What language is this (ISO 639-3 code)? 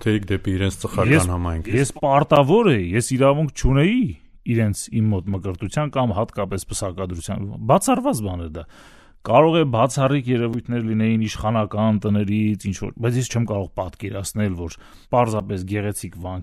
hye